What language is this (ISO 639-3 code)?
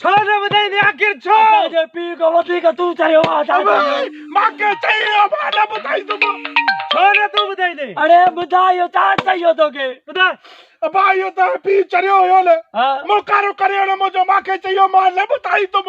snd